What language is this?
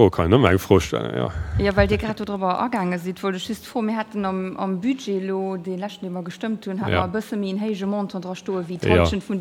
Luxembourgish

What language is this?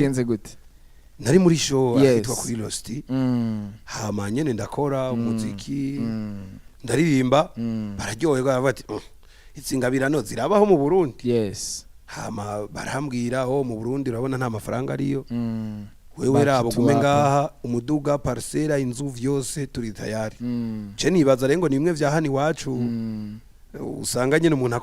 Rundi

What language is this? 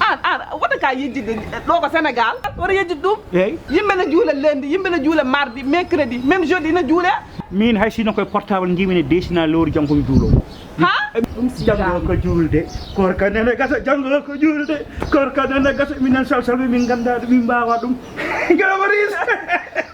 Fula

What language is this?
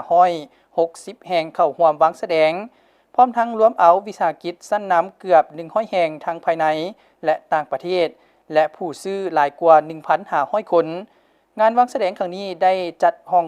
Lao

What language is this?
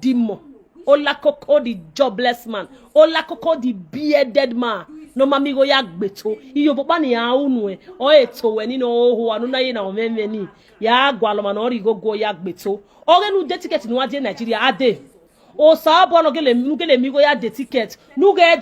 Nigerian Pidgin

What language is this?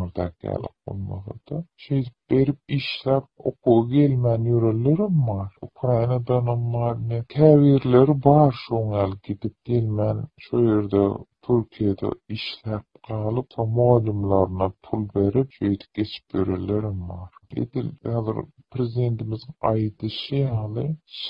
Turkmen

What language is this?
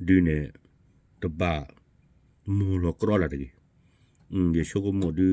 S'gaw Karen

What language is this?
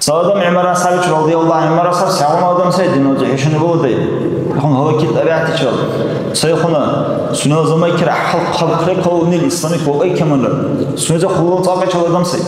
Dargwa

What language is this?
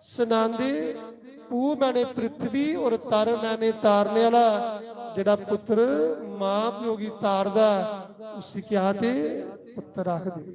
Dogri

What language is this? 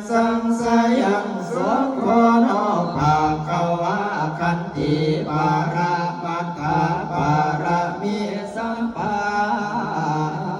Pali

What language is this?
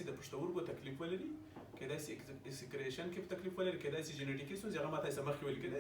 Pashto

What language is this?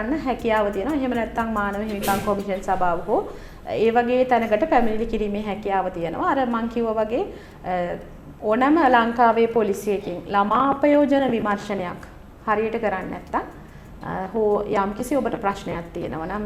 Sinhala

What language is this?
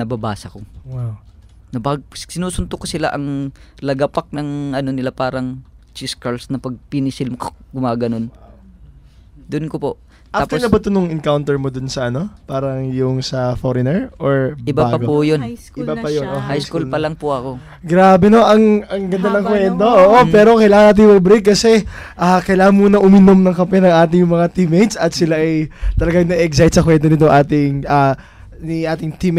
Filipino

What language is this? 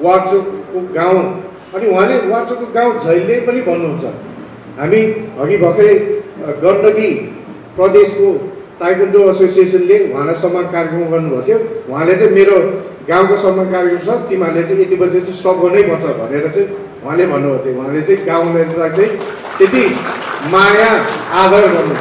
Nepali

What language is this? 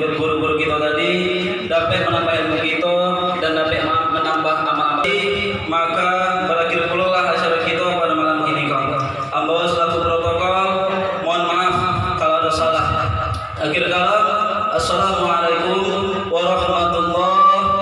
Minangkabau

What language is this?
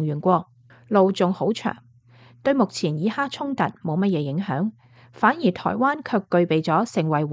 Cantonese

